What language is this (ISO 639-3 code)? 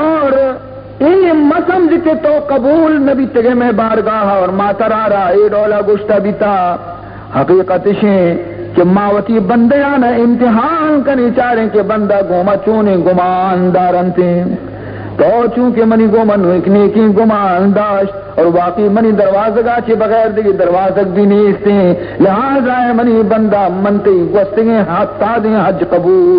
bal